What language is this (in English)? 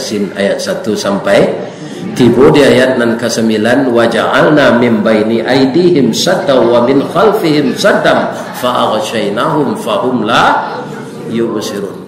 Minangkabau